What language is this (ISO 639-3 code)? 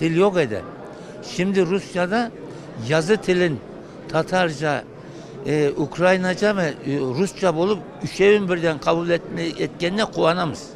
crh